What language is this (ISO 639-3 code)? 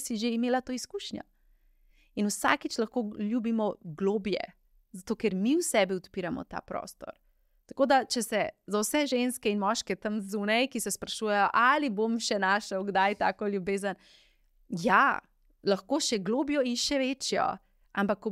slv